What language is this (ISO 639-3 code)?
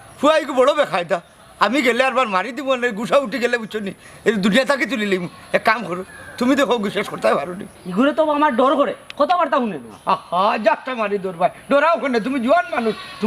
syl